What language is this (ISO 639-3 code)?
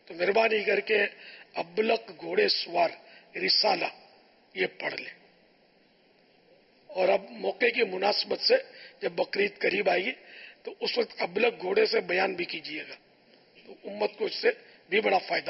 urd